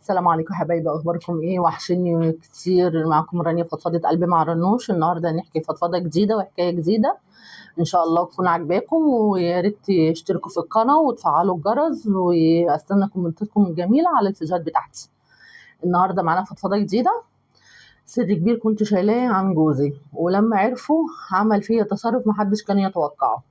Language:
Egyptian Arabic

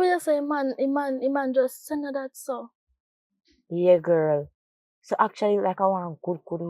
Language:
Jamaican Creole English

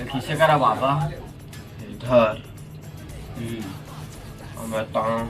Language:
Chhattisgarhi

